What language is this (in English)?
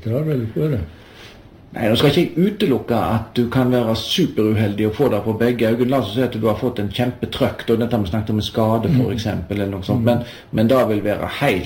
Norwegian